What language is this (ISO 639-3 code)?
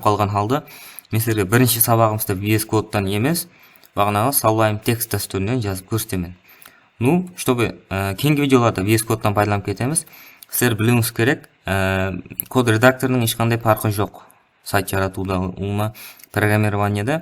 kaa